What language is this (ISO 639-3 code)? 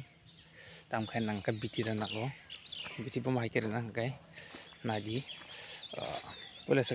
trp